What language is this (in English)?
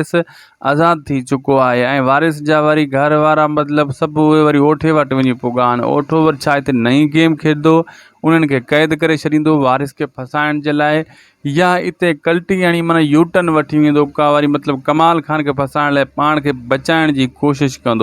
Sindhi